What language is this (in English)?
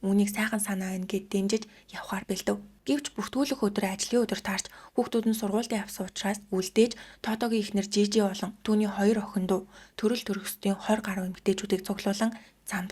Mongolian